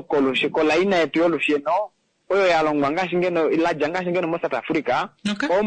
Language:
Kuanyama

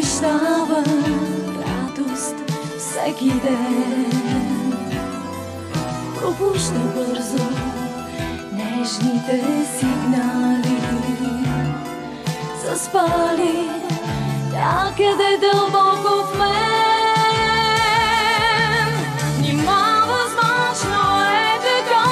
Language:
Bulgarian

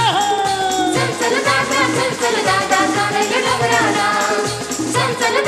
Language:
Marathi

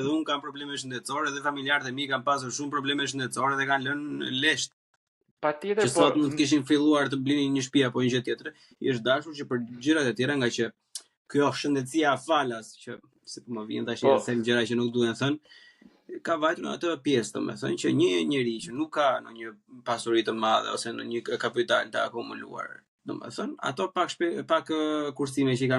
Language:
Albanian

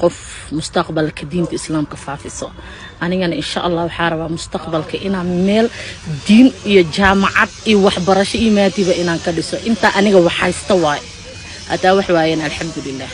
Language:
Somali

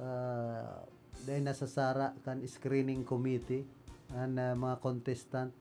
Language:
Bikol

